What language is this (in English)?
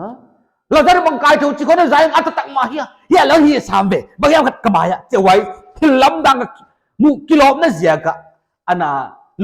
Paite Chin